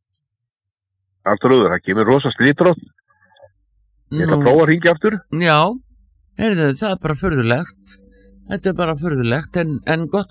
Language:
Icelandic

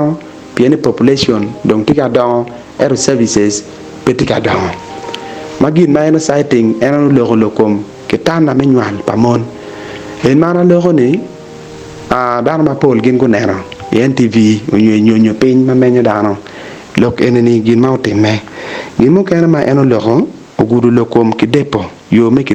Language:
Acoli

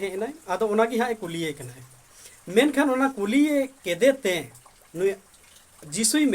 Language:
Santali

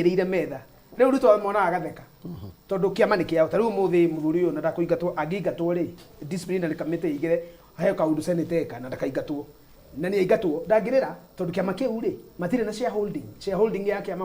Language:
Kikuyu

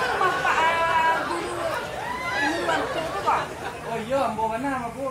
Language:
Minangkabau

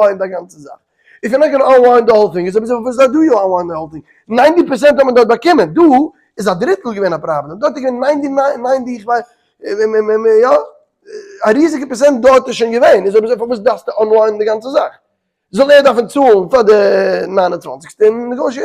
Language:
Yiddish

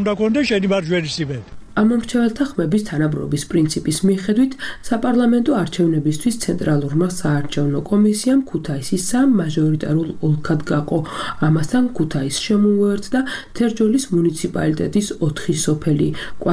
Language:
Georgian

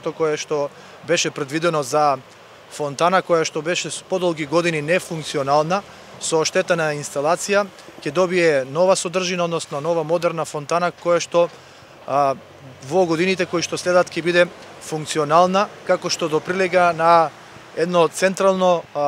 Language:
Macedonian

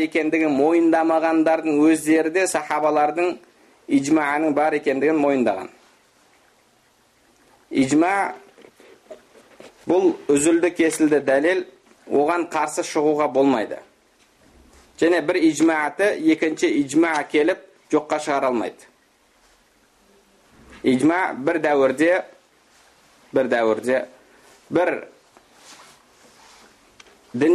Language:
Kazakh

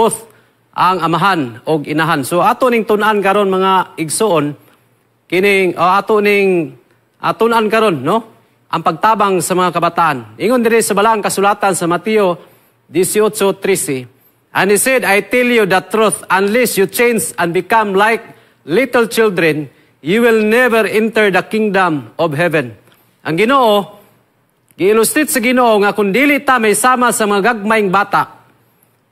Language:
Cebuano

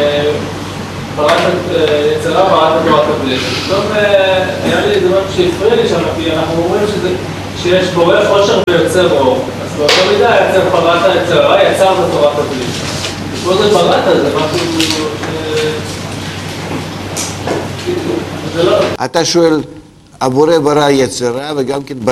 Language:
Hebrew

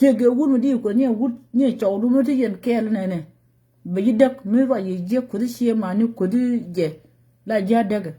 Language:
Nuer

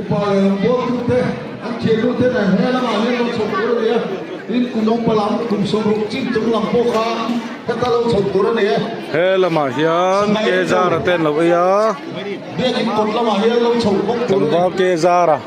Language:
Mizo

